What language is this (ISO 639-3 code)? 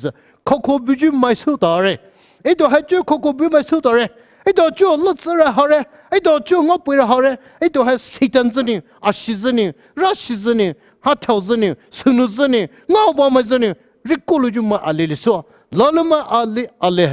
pmx